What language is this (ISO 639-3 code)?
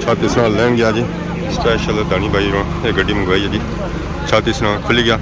phr